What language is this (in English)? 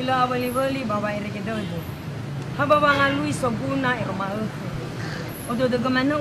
Nias